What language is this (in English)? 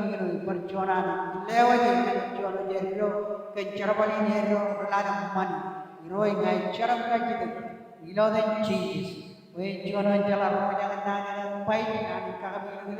Marshallese